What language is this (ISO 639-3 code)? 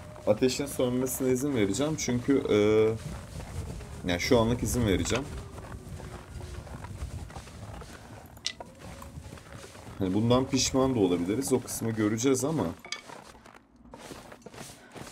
tur